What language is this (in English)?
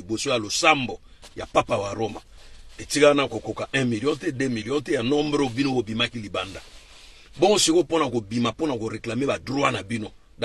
Lingala